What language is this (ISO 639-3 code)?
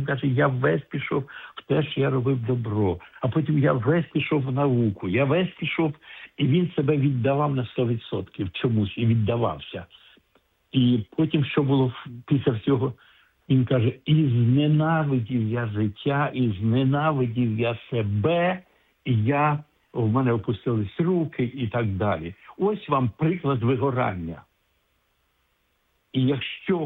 ukr